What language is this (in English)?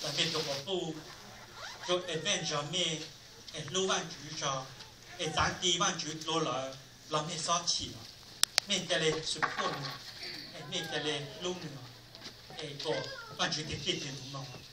Hmong